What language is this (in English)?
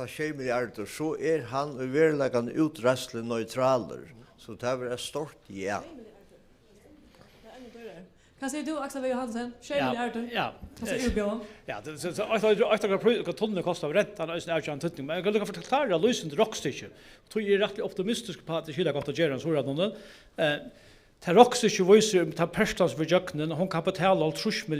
Faroese